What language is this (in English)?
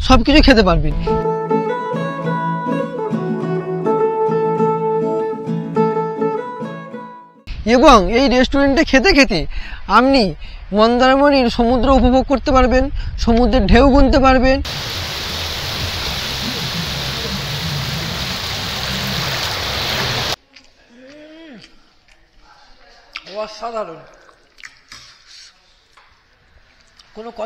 Bangla